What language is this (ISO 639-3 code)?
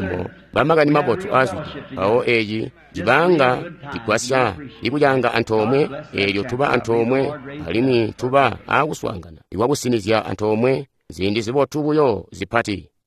toi